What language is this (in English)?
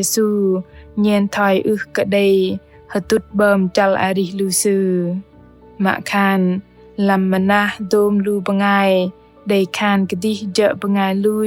Bahnar